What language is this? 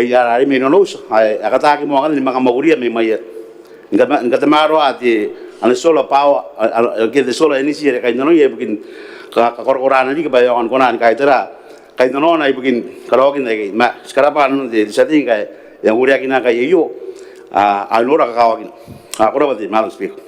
Gilbertese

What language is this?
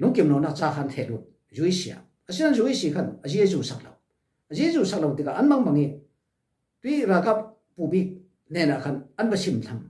Falam Chin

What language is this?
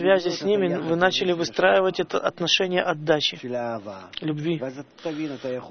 Russian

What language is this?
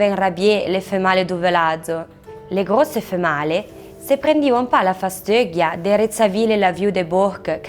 Arpitan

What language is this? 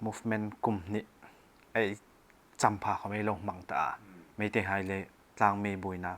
Hmar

